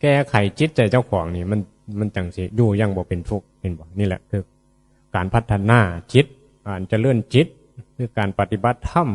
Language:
Northeastern Thai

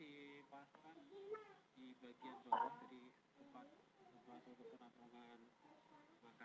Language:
Indonesian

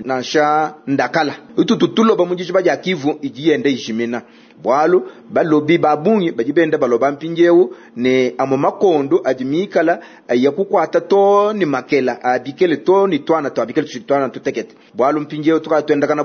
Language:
Luba-Lulua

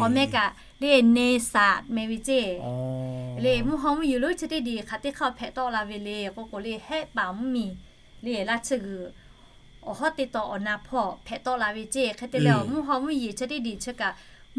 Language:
Lahu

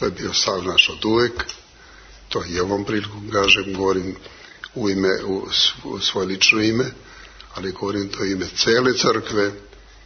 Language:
Serbian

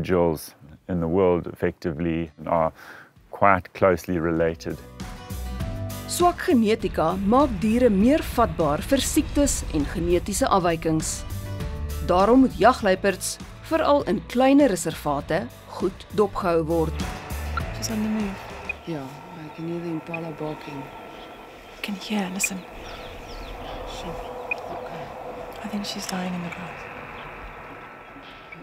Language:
Afrikaans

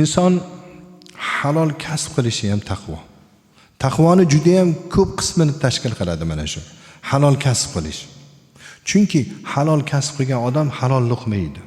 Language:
Uzbek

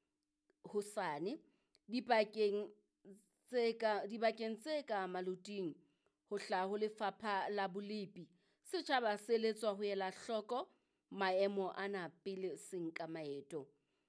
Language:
Southern Sotho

